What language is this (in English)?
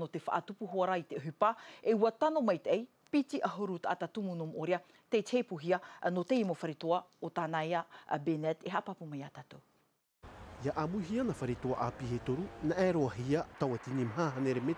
Tahitian